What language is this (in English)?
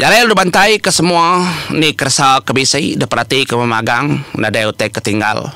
Iban